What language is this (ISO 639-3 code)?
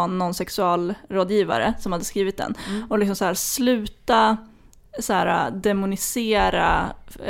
swe